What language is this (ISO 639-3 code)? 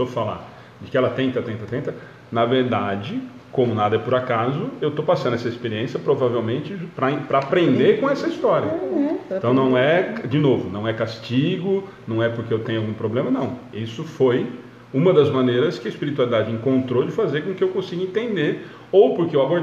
por